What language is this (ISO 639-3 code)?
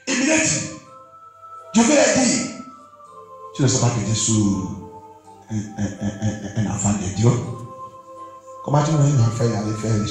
fra